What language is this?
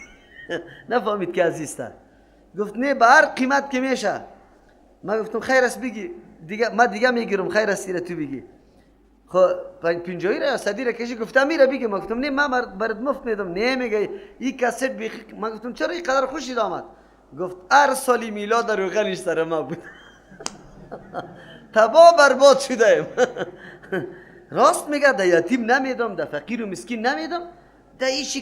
Persian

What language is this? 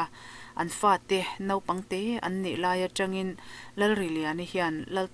Mizo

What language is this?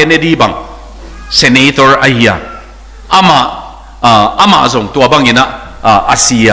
Tedim Chin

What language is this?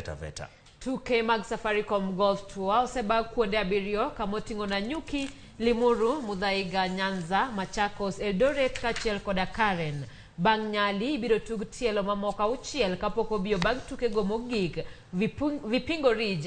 Luo (Kenya and Tanzania)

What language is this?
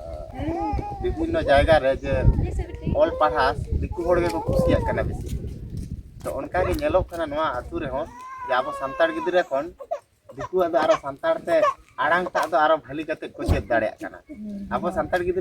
Santali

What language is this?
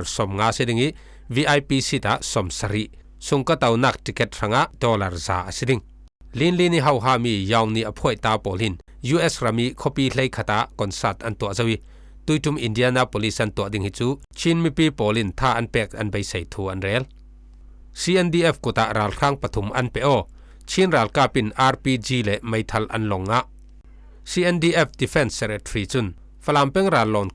Falam Chin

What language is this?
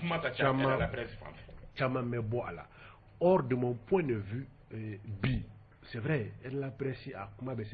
Bambara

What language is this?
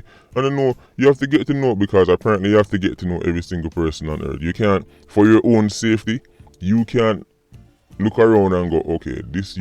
Jamaican Creole English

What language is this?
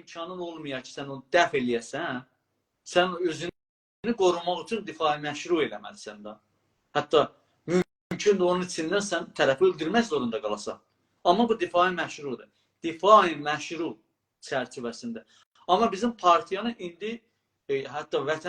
South Azerbaijani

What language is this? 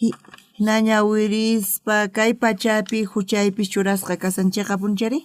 South Bolivian Quechua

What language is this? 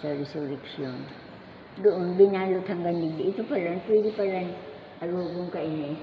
Bikol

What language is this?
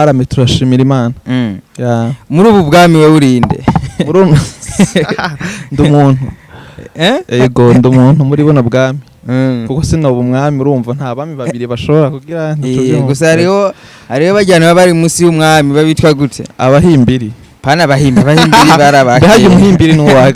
Rundi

